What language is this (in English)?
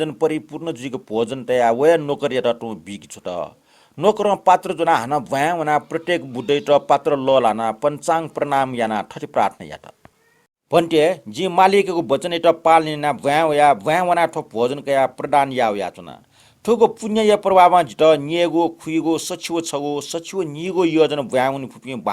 Newari